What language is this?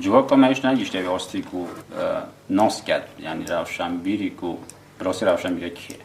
Kurdish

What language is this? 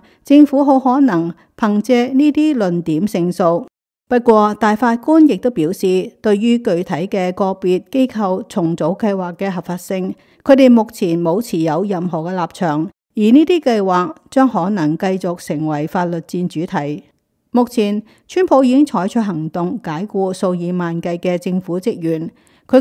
Cantonese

